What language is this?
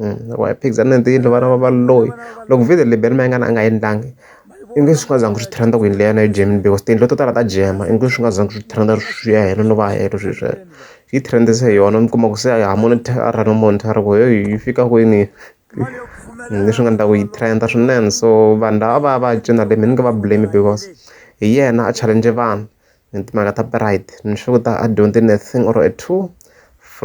Tsonga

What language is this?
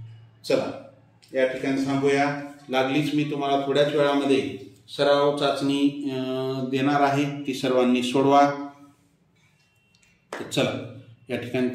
Marathi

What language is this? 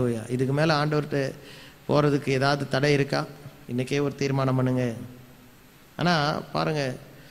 Tamil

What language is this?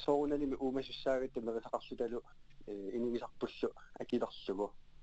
Kalaallisut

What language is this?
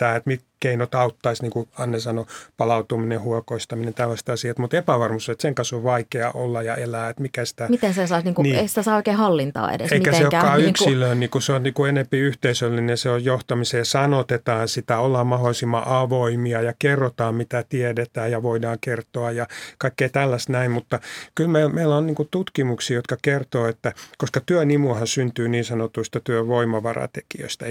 Finnish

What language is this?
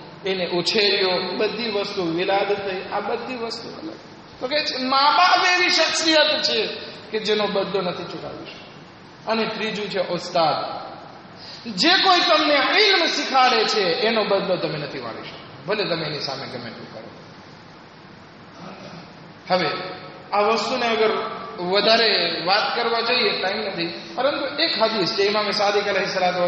Gujarati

